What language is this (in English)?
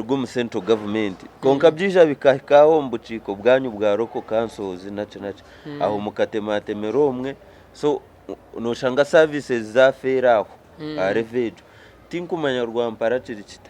Nyankole